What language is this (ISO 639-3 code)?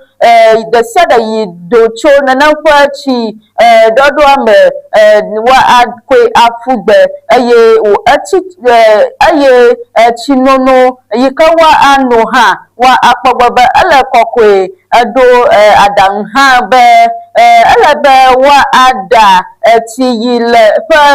ewe